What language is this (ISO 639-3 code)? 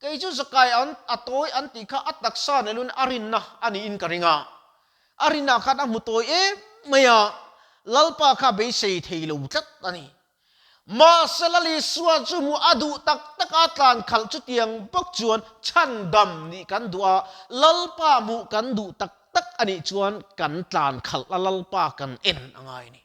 lus